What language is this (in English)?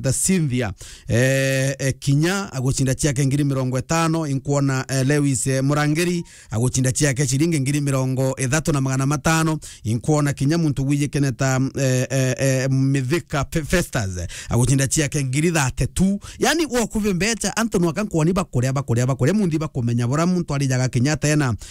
Meru